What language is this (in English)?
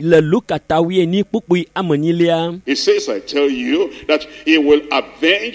Ewe